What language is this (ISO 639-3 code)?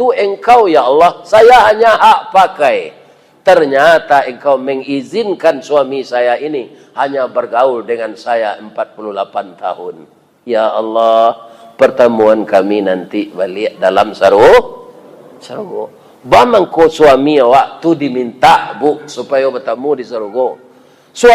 min